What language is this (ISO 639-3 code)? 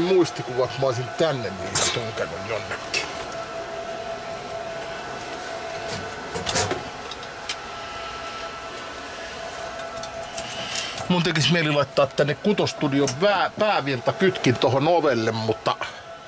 fin